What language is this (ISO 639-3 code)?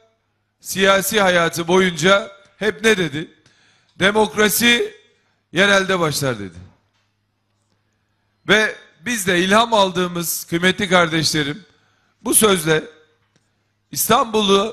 tur